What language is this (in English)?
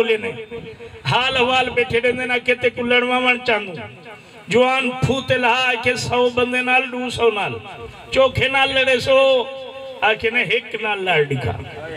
Saraiki